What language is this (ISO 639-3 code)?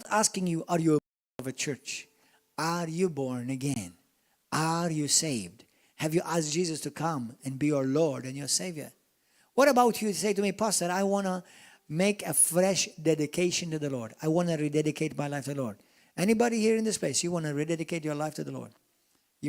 eng